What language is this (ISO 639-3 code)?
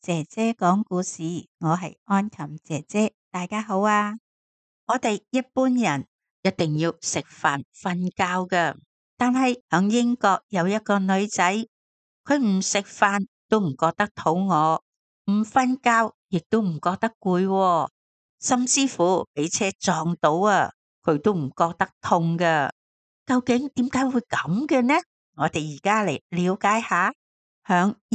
yue